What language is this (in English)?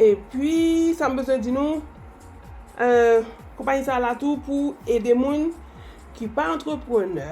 Haitian Creole